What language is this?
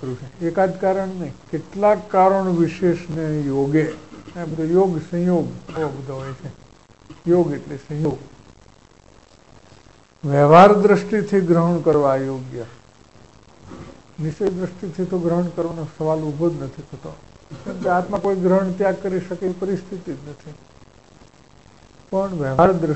Gujarati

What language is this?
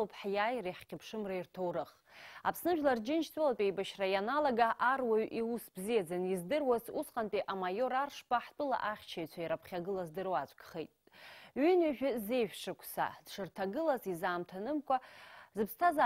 Abkhazian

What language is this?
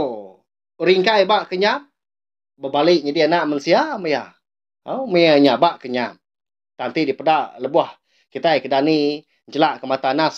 Iban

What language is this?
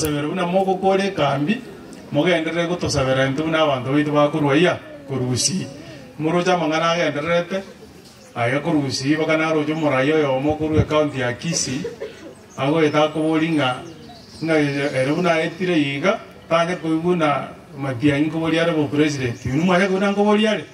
Gusii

